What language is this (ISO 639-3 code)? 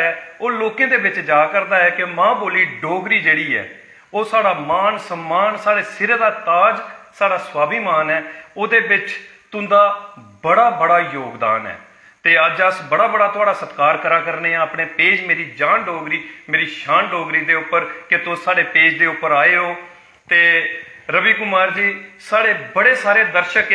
doi